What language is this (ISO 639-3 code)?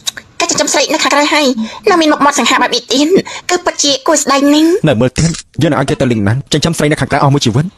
khm